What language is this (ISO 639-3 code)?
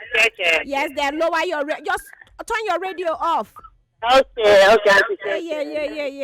pcm